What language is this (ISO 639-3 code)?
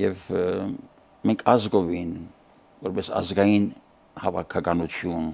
hye